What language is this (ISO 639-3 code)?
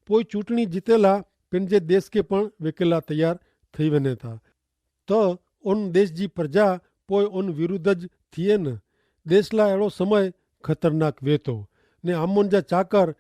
kfr